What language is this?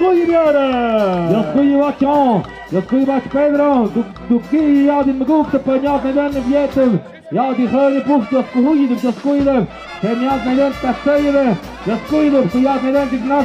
Tlahuitoltepec Mixe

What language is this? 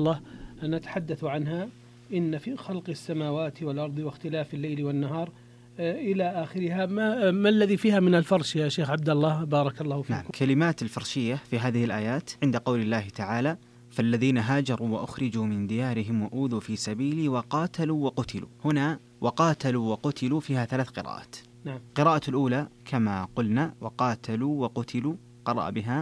Arabic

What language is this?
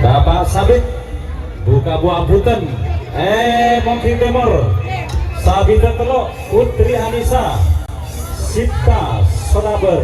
Madurese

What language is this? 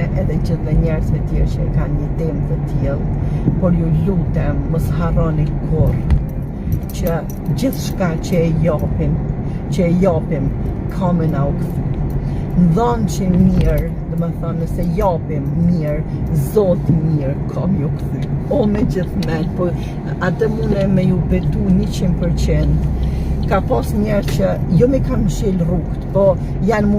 Albanian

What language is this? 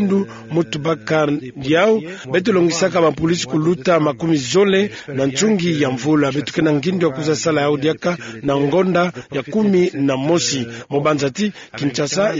Kituba (Democratic Republic of Congo)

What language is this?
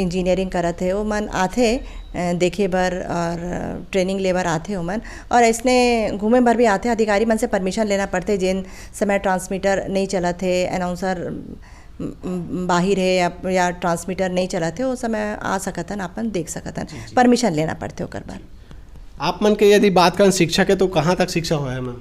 Chhattisgarhi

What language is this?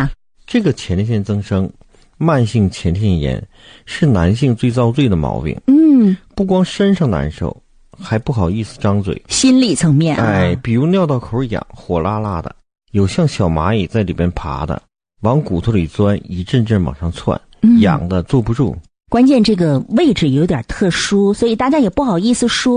Chinese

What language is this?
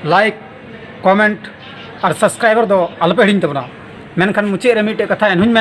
Santali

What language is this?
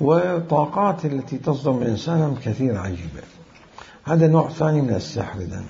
Mesopotamian Arabic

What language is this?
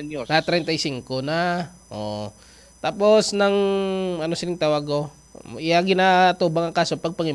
Hiligaynon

